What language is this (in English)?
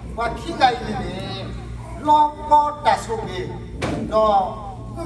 S'gaw Karen